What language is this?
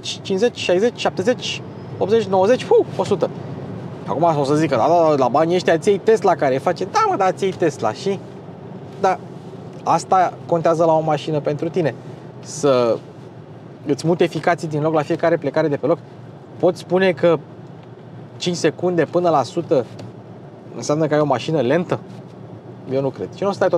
Romanian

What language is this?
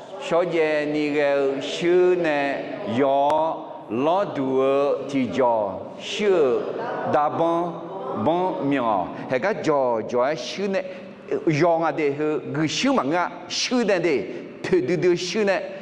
Akha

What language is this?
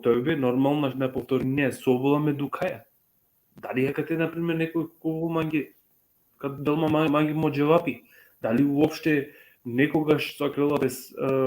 Balkan Romani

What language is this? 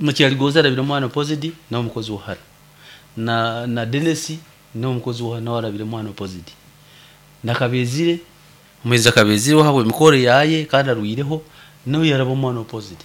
Nyoro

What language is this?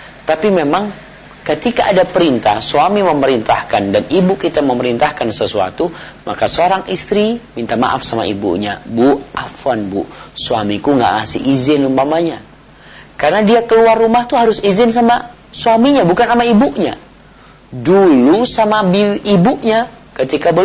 Indonesian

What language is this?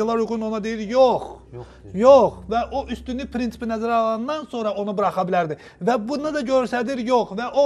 Azerbaijani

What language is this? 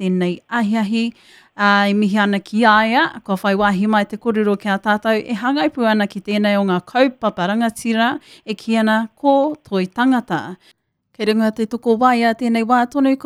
Māori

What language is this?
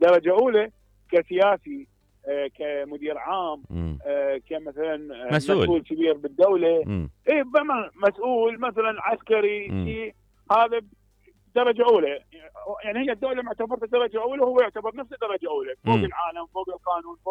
Mesopotamian Arabic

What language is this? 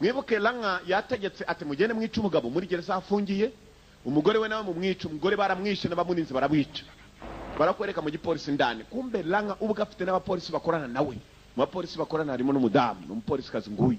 Kinyarwanda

